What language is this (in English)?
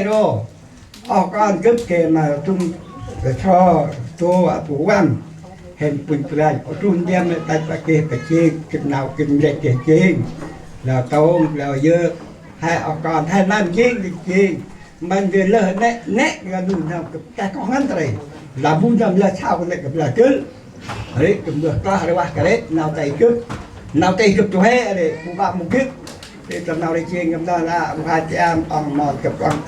Central Mnong